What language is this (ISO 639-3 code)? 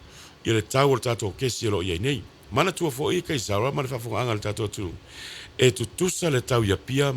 smo